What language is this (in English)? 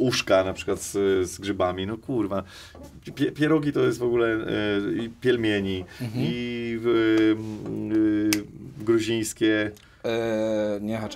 Polish